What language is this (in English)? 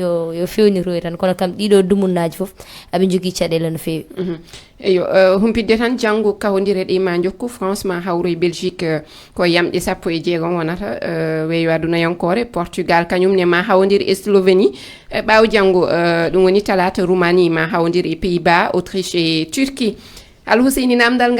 Fula